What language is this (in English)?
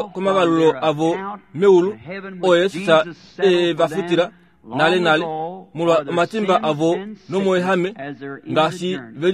Kuanyama